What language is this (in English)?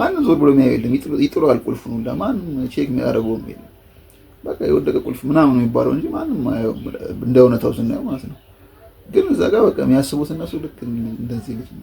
Amharic